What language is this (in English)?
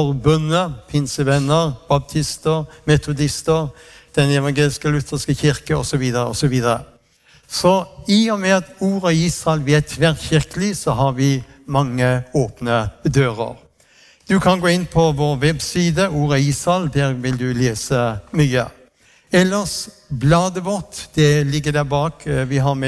Norwegian